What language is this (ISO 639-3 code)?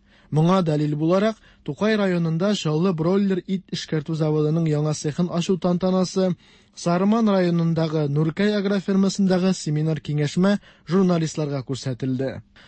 tat